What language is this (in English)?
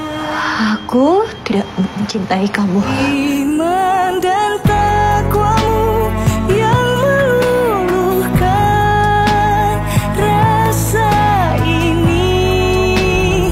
Indonesian